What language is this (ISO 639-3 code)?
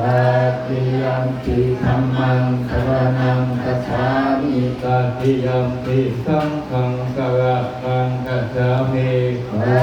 pli